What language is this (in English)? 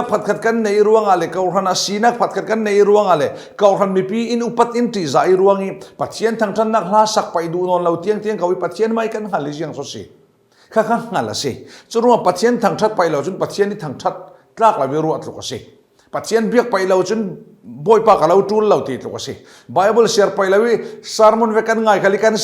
Falam Chin